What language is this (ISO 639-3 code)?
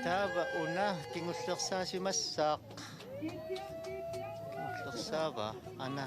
kal